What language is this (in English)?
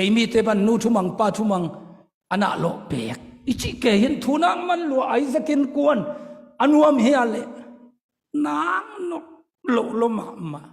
Tedim Chin